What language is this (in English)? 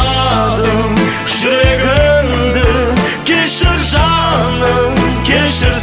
Kazakh